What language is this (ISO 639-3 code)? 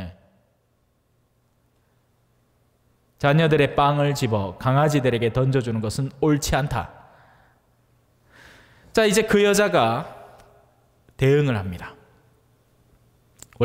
kor